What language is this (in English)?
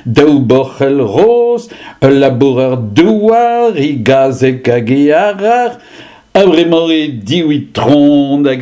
Breton